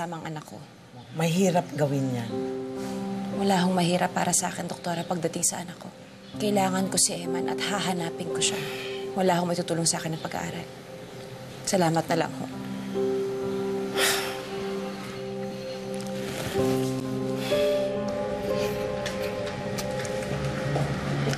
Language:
Filipino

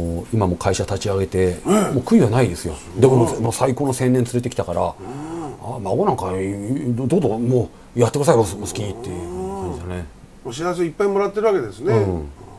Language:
Japanese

